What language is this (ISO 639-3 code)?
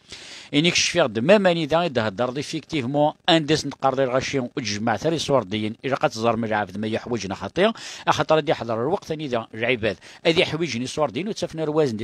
kab